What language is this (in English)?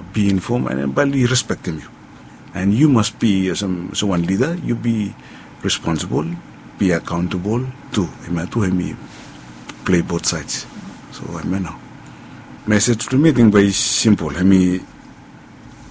Bislama